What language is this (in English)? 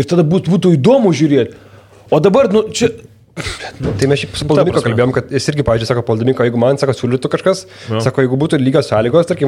Lithuanian